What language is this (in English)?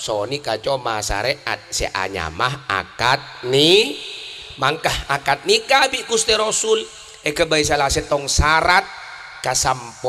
Madurese